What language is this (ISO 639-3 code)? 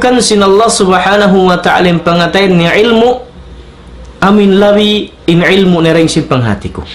tsg